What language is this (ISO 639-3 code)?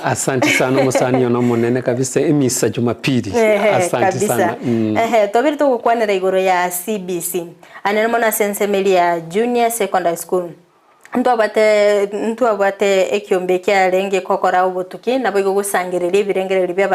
guz